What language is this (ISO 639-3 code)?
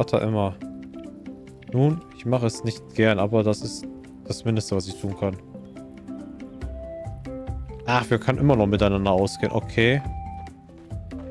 deu